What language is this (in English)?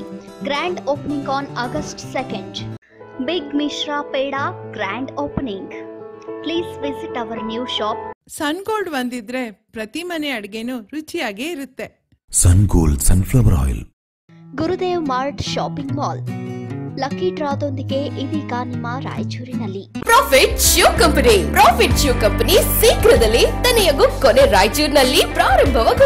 Kannada